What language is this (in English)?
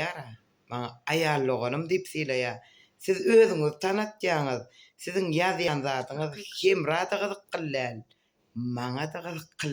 Turkmen